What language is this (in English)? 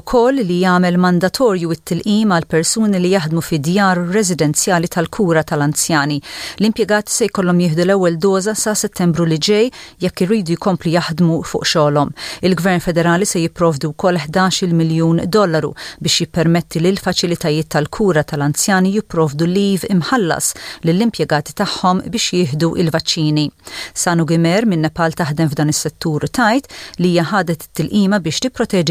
Maltese